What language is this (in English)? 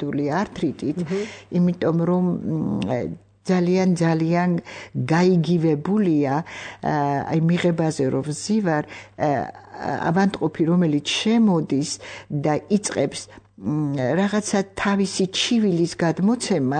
Georgian